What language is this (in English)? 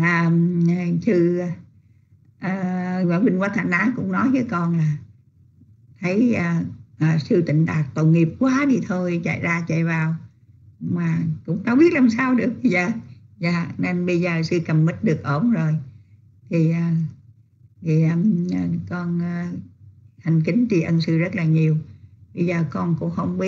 Vietnamese